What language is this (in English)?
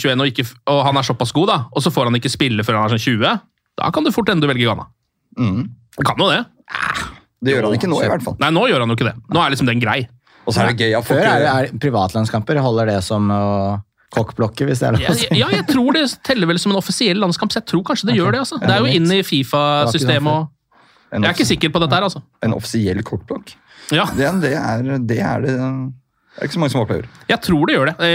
Norwegian